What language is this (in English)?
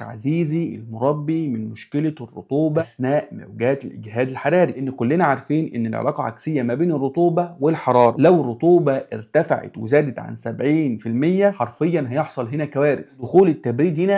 Egyptian Arabic